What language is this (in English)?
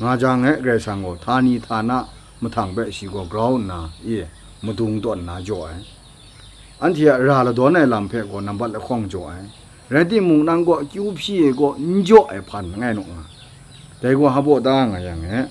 Kachin